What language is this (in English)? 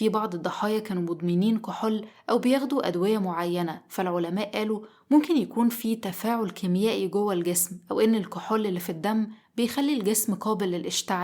Egyptian Arabic